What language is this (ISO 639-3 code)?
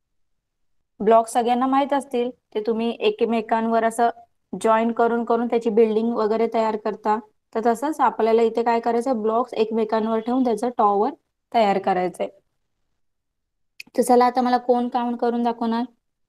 mar